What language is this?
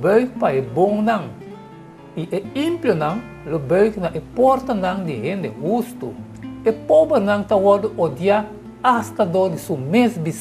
Papiamento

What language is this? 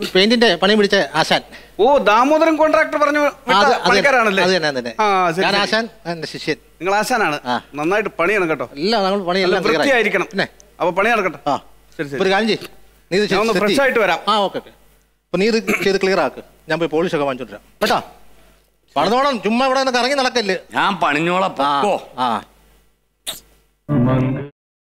Malayalam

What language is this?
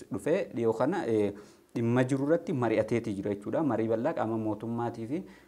Oromo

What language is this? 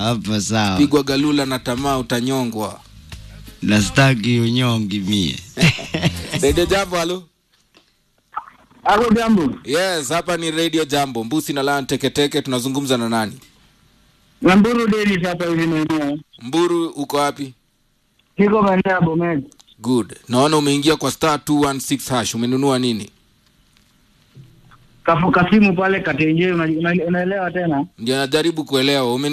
Swahili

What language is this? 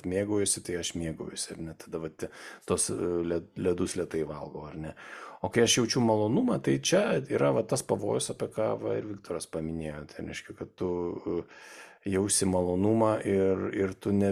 Lithuanian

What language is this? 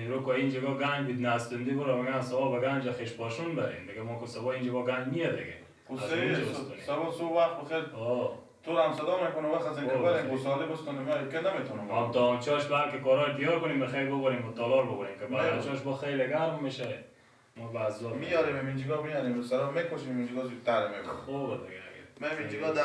Persian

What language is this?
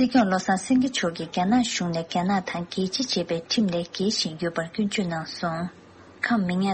Tibetan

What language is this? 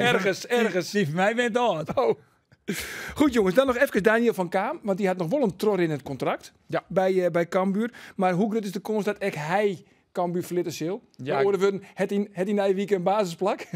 Western Frisian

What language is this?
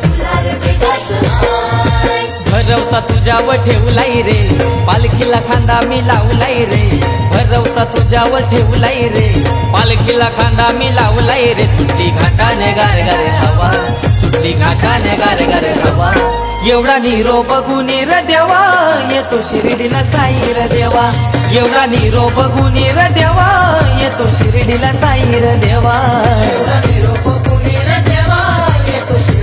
Marathi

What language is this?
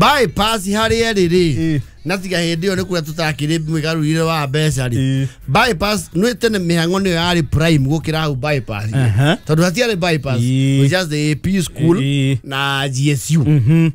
Kikuyu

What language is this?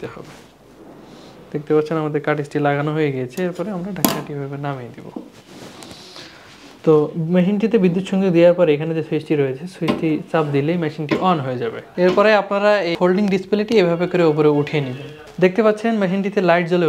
Bangla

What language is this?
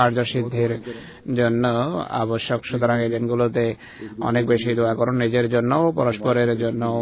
Bangla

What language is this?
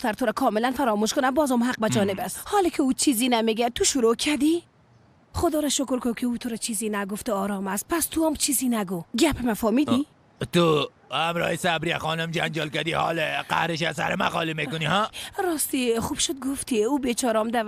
Persian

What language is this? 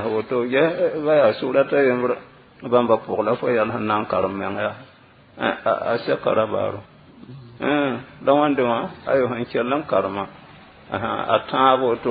Mossi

